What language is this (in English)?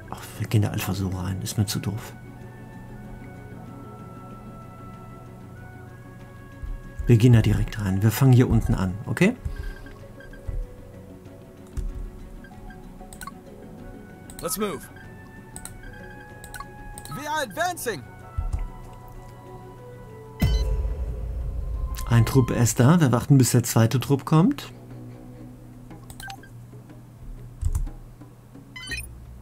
German